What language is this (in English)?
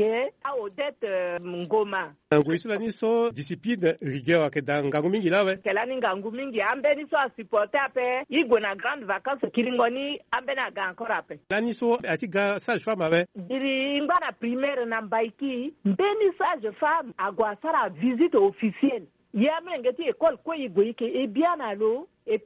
Sango